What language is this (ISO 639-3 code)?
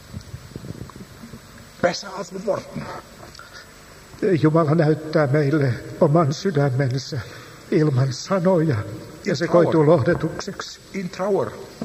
fin